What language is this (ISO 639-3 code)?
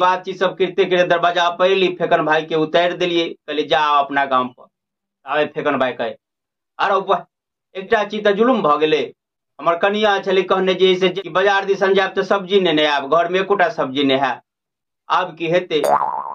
mai